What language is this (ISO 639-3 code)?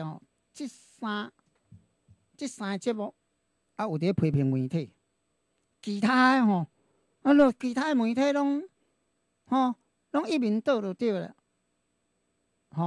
nan